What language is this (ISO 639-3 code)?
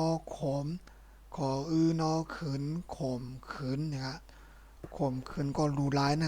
shn